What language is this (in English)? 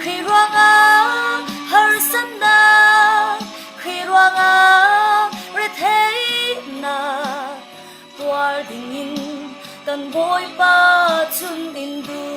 Falam Chin